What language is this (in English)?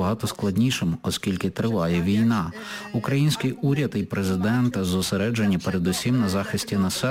Ukrainian